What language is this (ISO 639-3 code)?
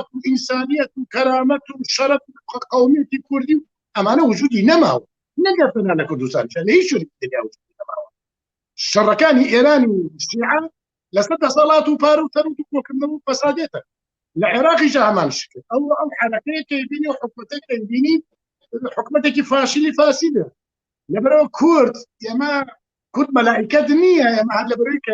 ckb